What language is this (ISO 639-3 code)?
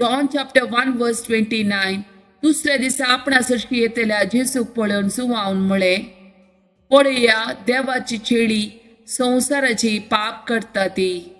kok